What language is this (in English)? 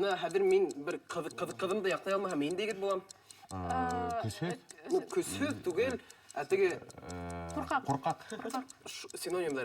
Bashkir